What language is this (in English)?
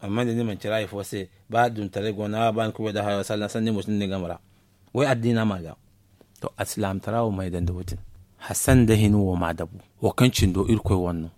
Zarma